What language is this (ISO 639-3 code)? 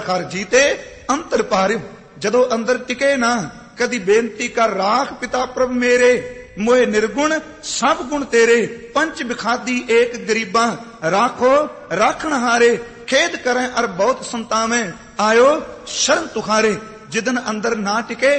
pan